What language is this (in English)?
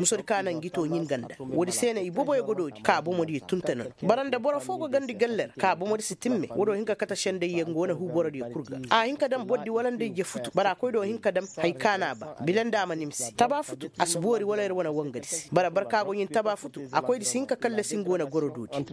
Koyraboro Senni